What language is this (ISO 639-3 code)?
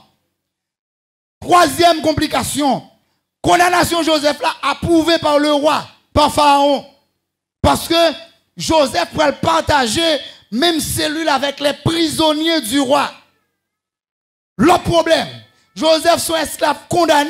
fra